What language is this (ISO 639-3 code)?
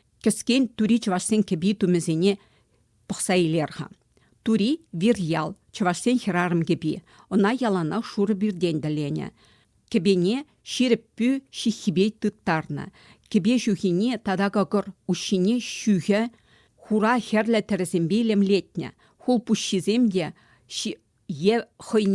chv